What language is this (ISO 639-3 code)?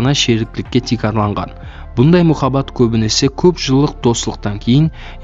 kaa